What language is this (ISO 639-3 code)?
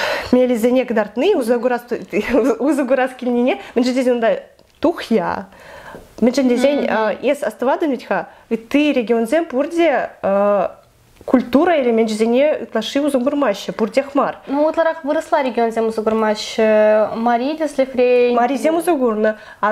chv